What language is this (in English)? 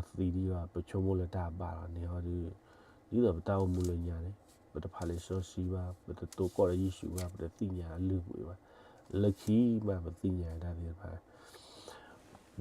S'gaw Karen